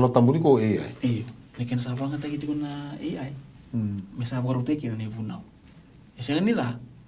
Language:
Fijian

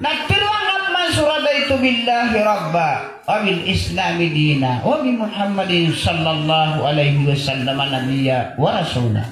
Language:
Maranao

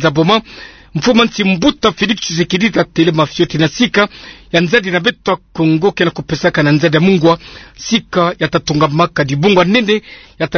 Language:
Kituba (Democratic Republic of Congo)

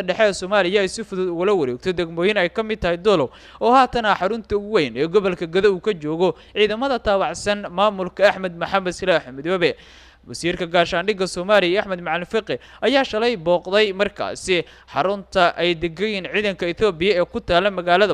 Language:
Somali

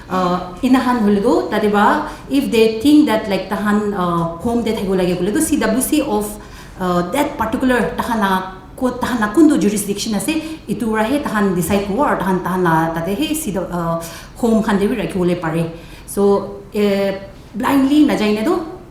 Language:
Naga Pidgin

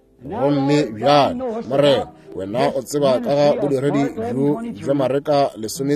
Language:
Northern Sotho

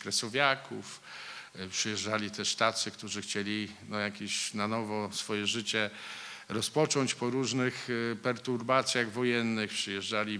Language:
Polish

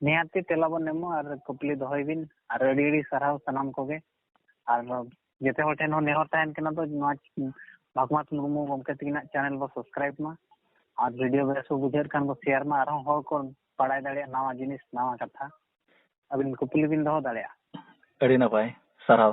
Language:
Santali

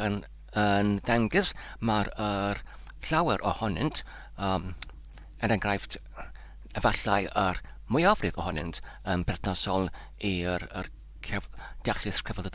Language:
Welsh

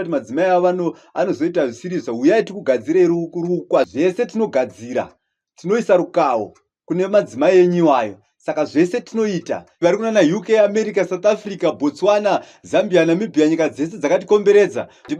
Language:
Shona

